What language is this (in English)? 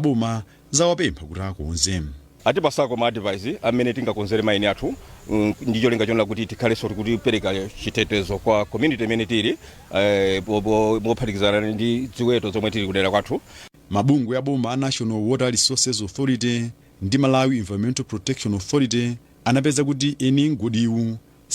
Nyanja